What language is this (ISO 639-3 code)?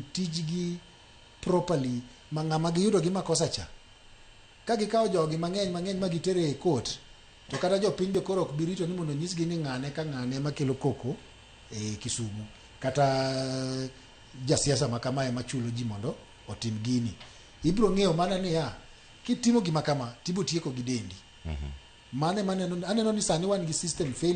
luo